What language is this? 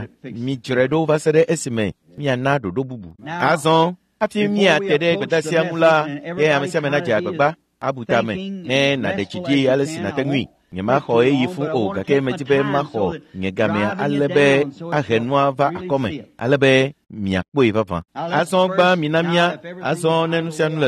Ewe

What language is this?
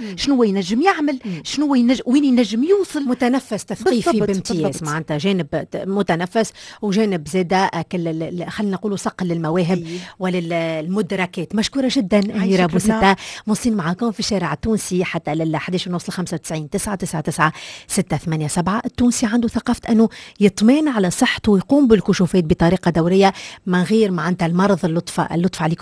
Tunisian Arabic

